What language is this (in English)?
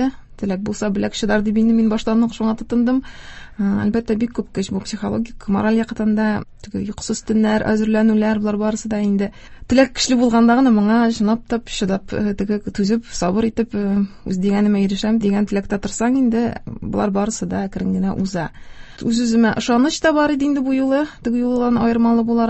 Tatar